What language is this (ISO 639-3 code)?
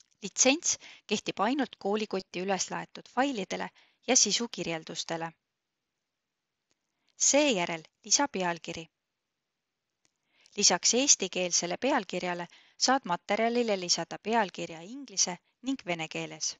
est